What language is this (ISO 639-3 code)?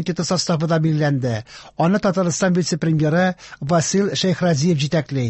tat